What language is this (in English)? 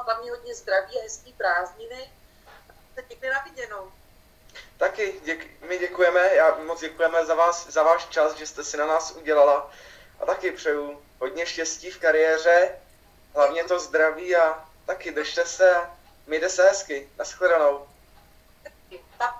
Czech